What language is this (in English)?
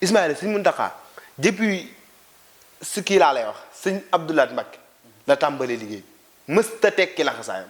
Wolof